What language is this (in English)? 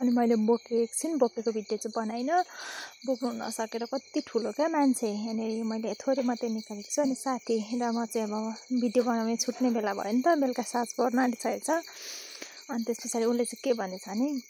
Nepali